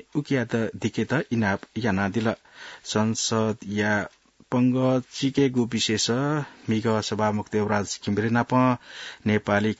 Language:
Newari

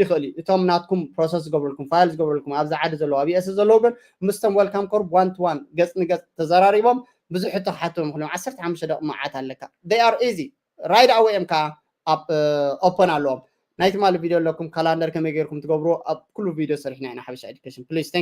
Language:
Tigrinya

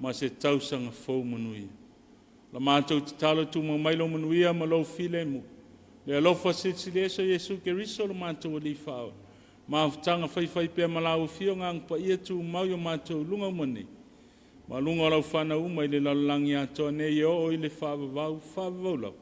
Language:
Samoan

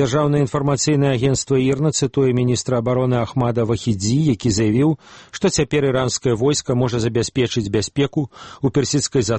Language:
Belarusian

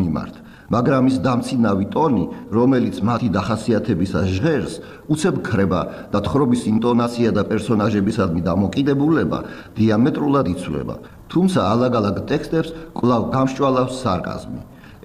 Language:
Georgian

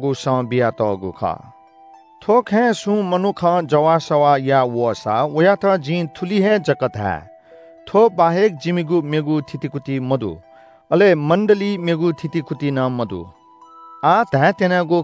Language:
Newari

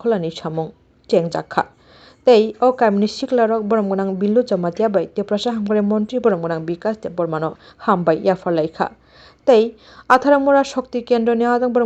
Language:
Kok Borok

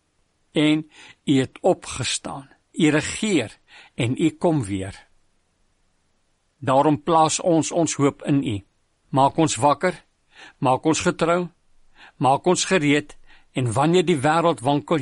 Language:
Afrikaans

